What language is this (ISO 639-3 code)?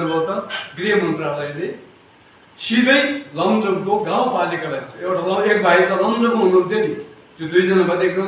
nep